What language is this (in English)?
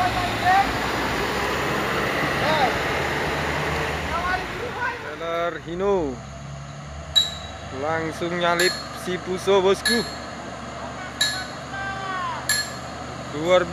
Indonesian